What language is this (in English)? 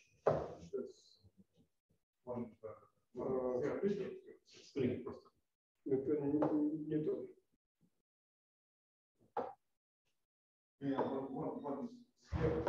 Russian